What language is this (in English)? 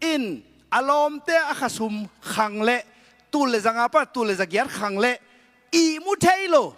Tedim Chin